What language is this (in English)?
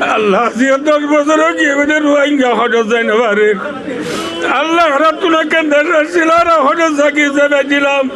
Rohingya